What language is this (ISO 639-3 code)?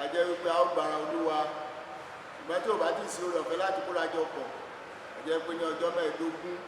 yor